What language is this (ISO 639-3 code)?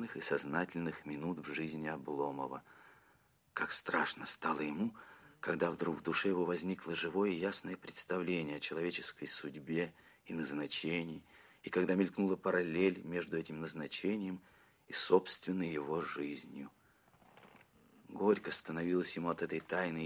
rus